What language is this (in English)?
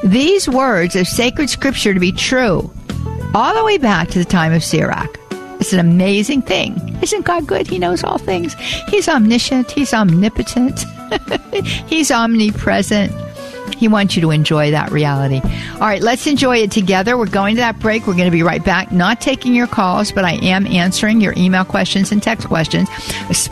English